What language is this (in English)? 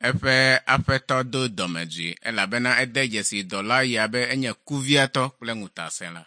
Ewe